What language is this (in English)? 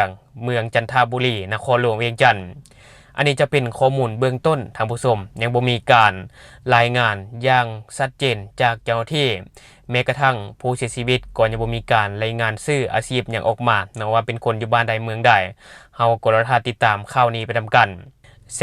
Lao